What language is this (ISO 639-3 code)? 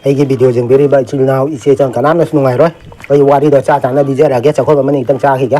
mni